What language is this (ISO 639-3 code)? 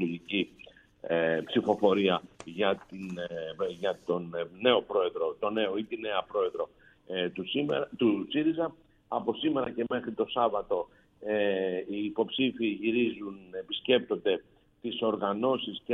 ell